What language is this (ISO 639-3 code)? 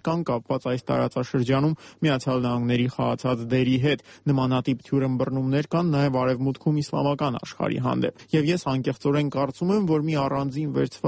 hye